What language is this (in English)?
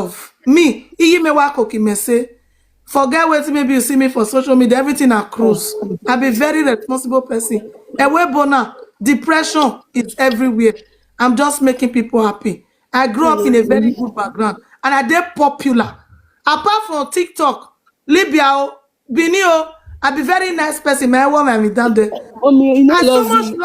Nigerian Pidgin